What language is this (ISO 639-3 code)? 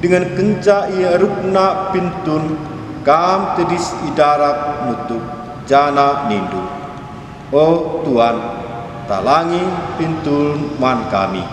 btx